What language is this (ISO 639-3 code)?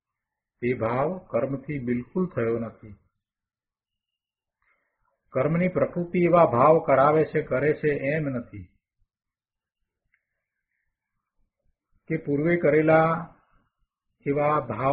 guj